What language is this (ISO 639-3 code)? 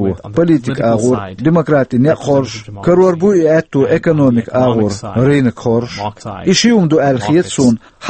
che